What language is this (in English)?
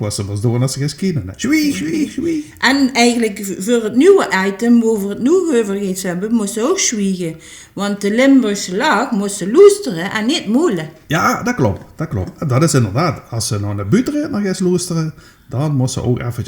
Limburgish